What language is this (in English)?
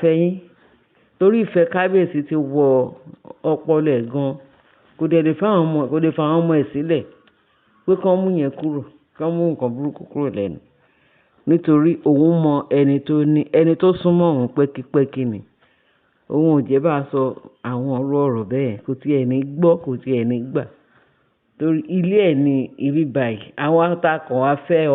Yoruba